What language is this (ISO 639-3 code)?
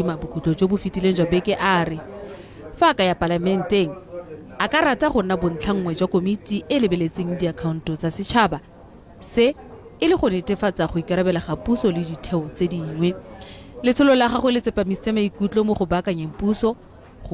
tsn